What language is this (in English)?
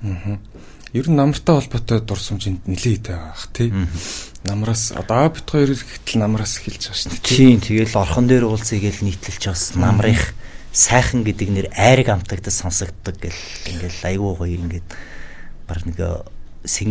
Mongolian